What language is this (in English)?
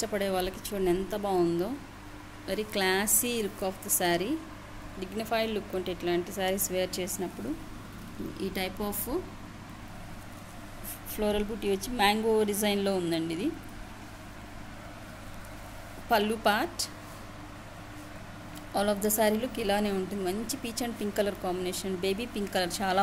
Telugu